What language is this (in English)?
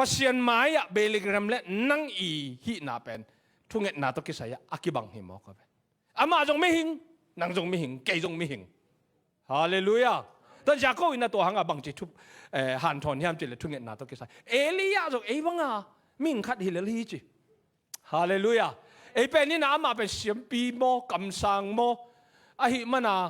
Tedim Chin